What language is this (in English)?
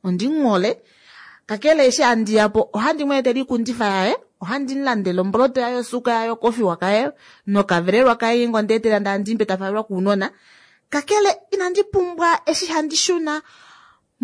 Kuanyama